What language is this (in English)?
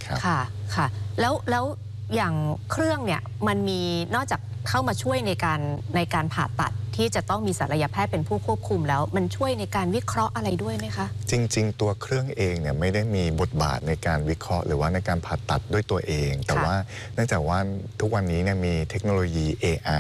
Thai